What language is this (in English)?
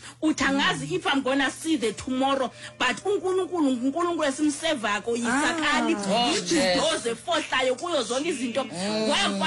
Xhosa